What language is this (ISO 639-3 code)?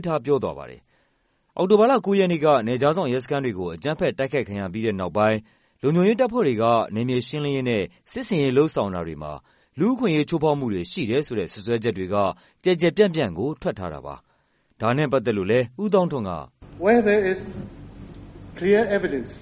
mya